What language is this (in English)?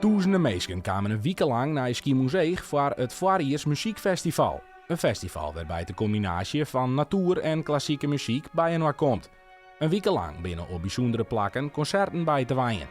Western Frisian